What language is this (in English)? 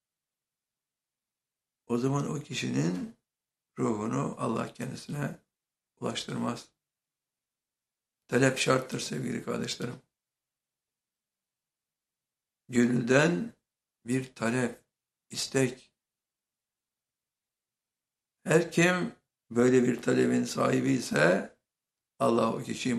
Turkish